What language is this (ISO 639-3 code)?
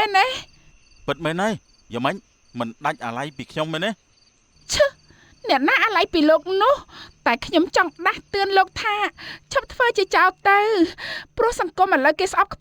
khm